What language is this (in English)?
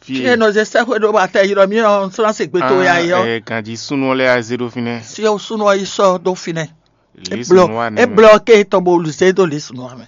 Fon